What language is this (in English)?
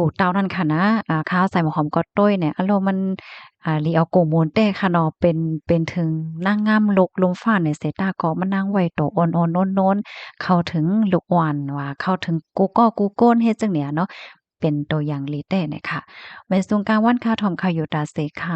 Shan